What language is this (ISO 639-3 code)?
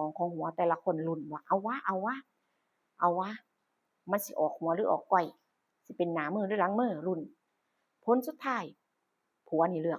tts